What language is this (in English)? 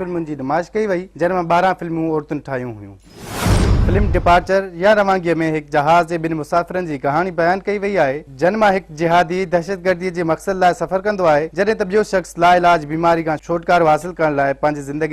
Sindhi